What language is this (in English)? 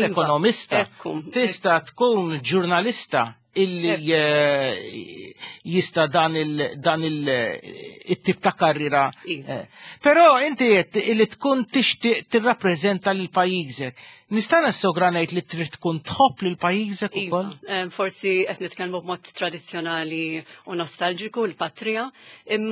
Maltese